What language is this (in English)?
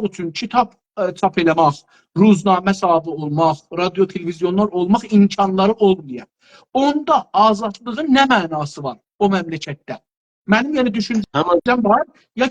South Azerbaijani